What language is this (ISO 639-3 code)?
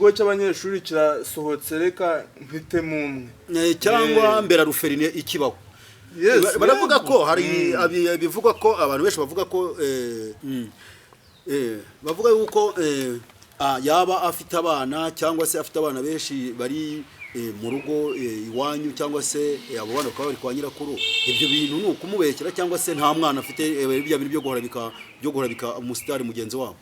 kin